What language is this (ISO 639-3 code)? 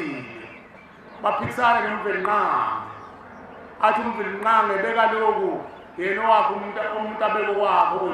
zul